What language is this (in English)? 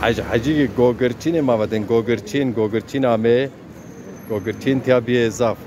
Zaza